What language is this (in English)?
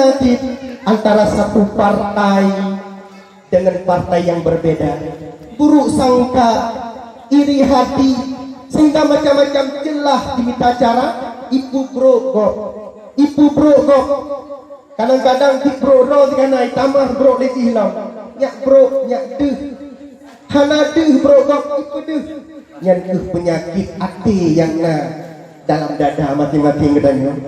Achinese